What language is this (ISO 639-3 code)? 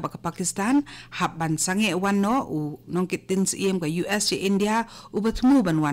kha